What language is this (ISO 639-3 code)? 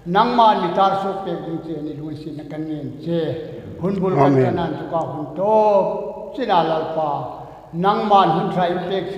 hmr